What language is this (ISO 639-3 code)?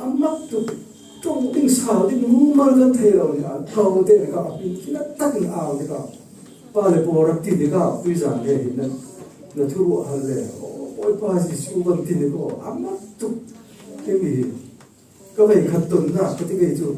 cfm